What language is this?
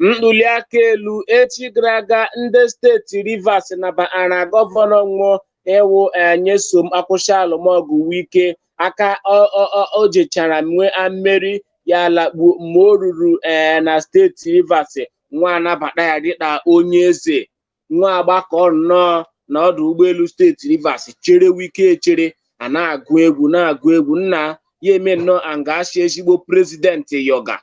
Igbo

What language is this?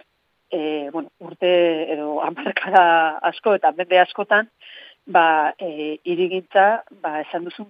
Basque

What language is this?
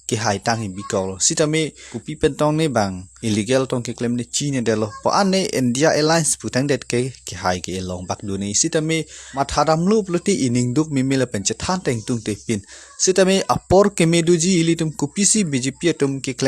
Karbi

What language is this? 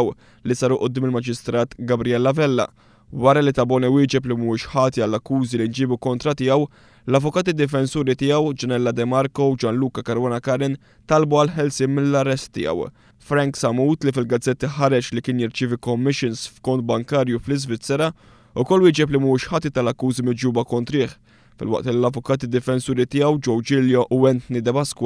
Maltese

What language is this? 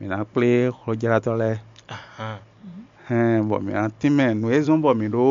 Fon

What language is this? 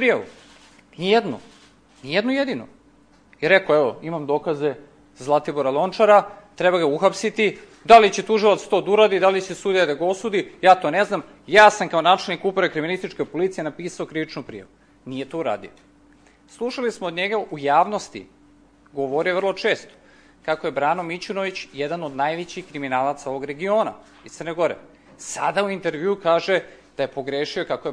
Serbian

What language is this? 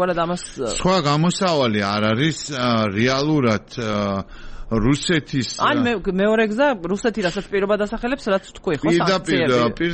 Georgian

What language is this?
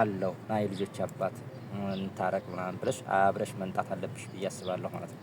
Amharic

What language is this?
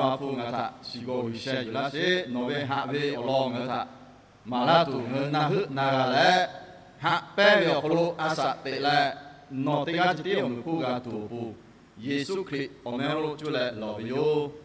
Lahu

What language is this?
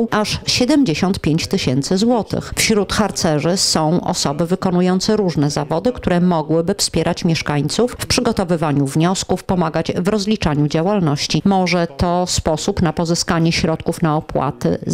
Polish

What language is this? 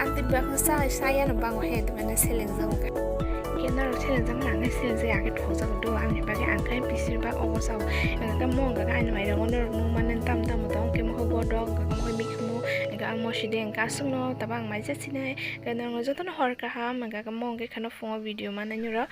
Kok Borok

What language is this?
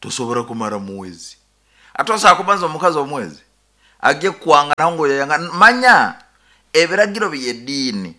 Nyankole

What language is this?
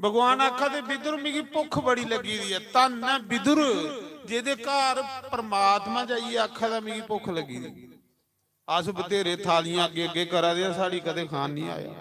Dogri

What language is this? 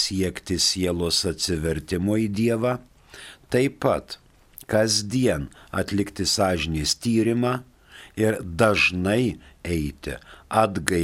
Lithuanian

